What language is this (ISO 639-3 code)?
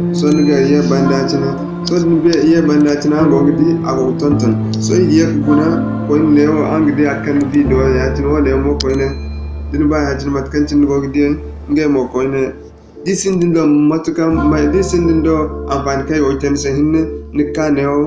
dje